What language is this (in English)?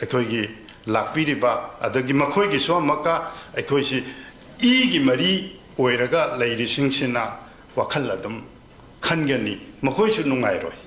Manipuri